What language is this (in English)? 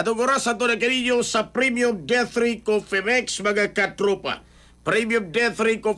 Filipino